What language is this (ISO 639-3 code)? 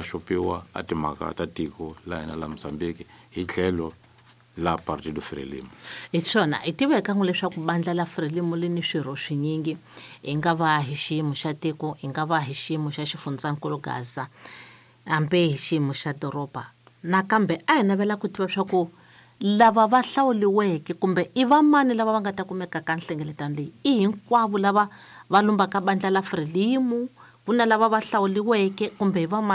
tso